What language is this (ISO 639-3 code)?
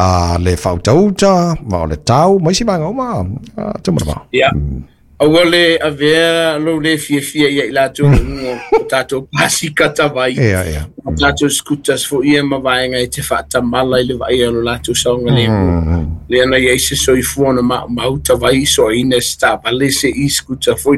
smo